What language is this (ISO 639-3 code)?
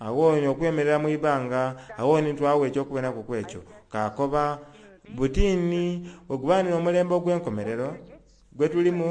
xog